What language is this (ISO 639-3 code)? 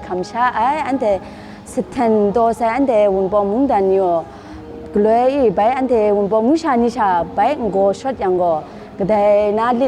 kac